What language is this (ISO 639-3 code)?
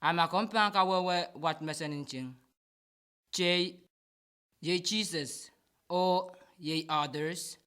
pon